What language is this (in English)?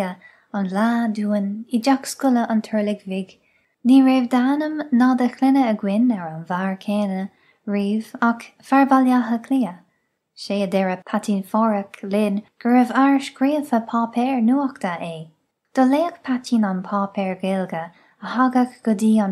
Irish